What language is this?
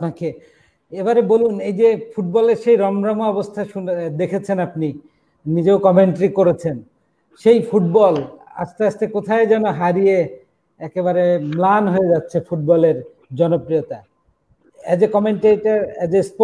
Bangla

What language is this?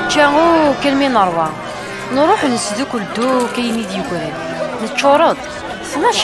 Kabyle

